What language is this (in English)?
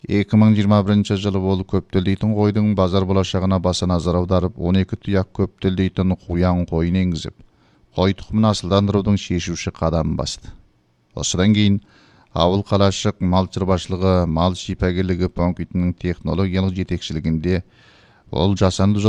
Kazakh